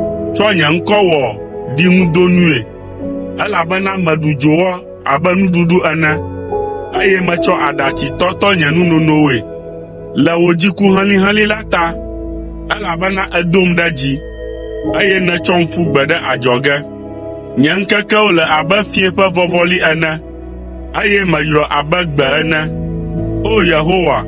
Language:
Ewe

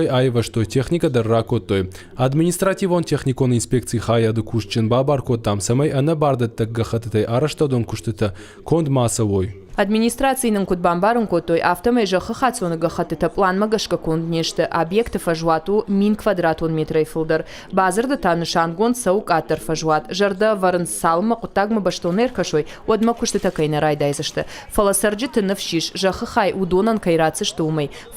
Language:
Ossetic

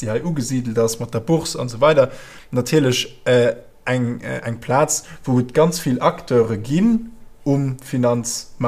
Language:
Luxembourgish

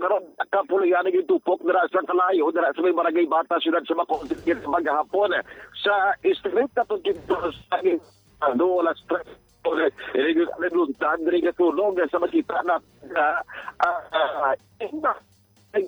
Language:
Hiligaynon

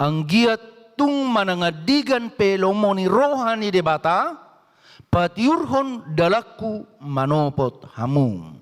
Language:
Batak Toba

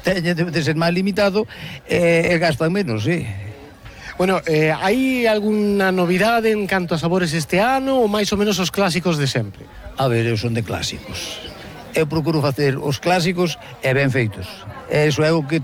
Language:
Galician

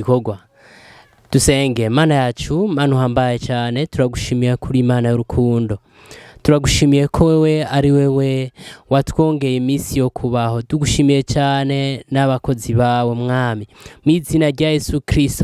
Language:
Rundi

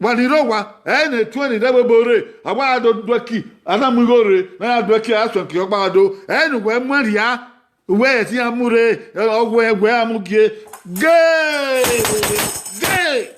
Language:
Bini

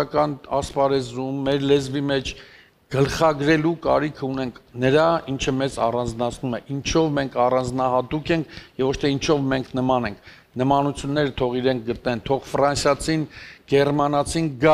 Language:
Armenian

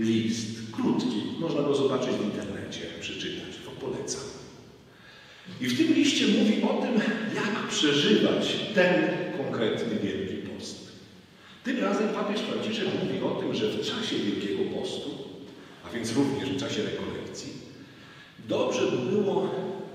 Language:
Polish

